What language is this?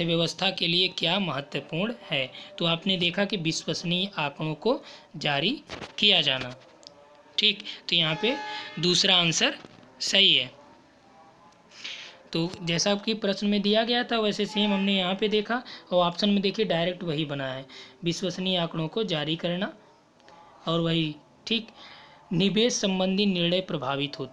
Hindi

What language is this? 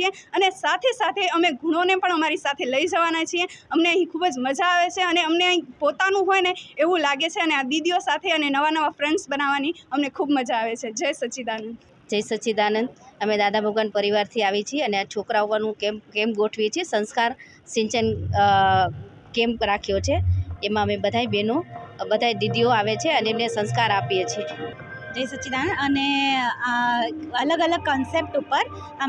Gujarati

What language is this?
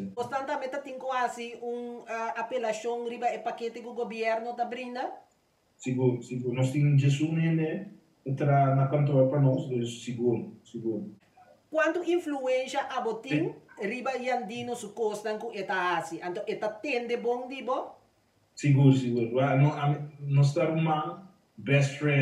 Papiamento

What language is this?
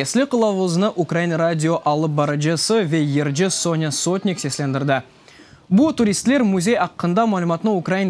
Crimean Tatar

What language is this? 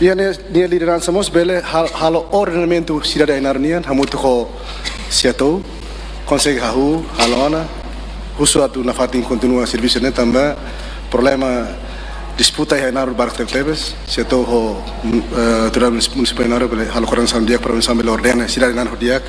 Tetum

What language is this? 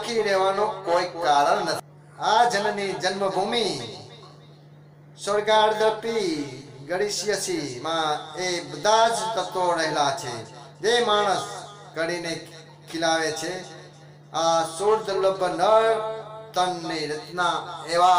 Gujarati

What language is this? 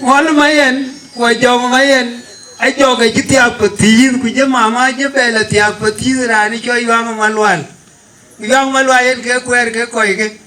Dinka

